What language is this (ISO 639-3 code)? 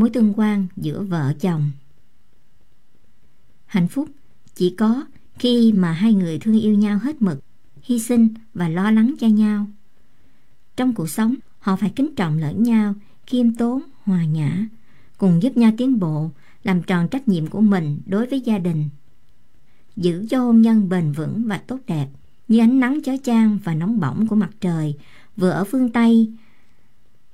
vie